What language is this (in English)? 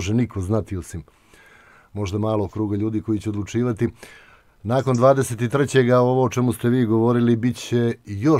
Serbian